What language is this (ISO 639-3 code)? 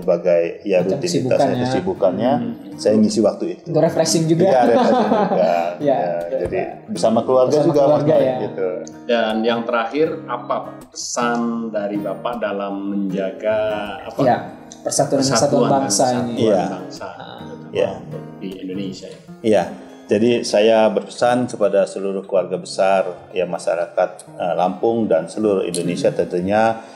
ind